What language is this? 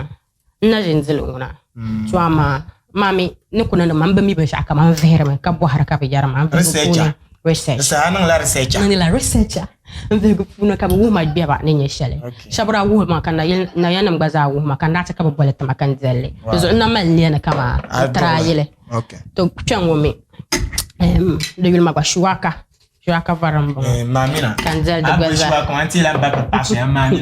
Dagbani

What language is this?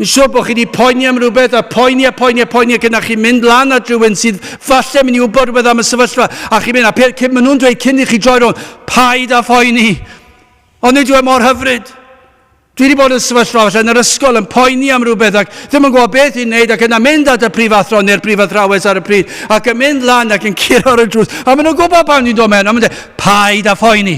Welsh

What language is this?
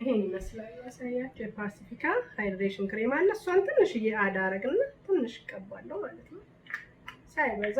Amharic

